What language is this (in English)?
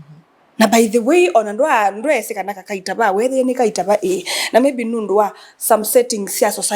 Kamba